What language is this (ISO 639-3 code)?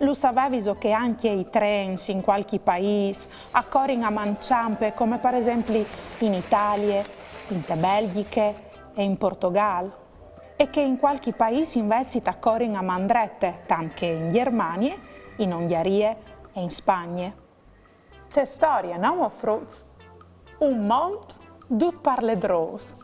fur